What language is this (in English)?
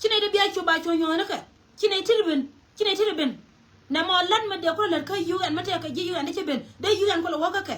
Nuer